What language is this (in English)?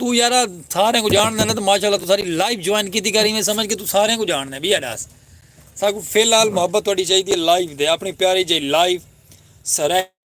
Saraiki